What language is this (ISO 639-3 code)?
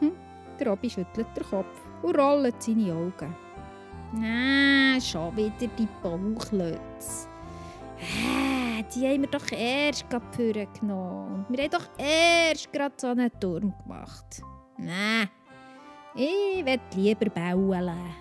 gsw